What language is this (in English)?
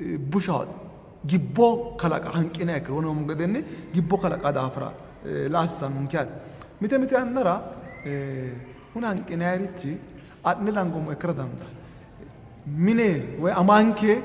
Sidamo